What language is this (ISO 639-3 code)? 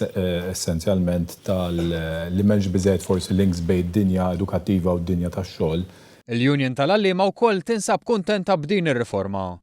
mlt